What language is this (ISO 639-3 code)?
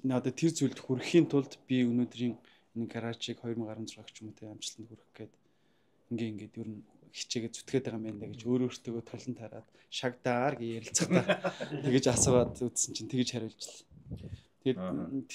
mon